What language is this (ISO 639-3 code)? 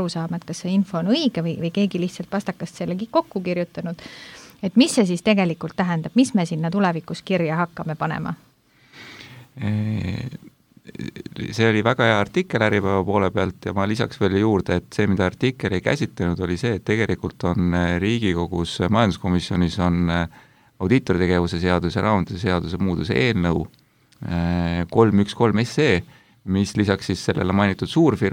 est